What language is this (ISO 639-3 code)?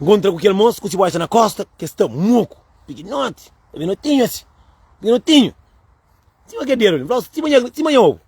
kea